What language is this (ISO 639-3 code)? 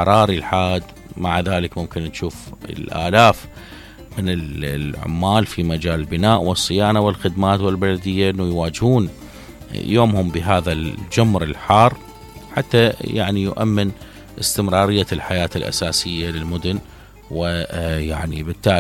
acm